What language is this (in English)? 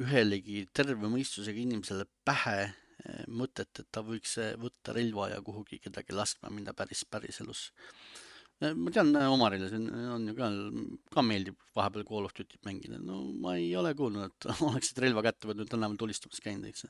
Estonian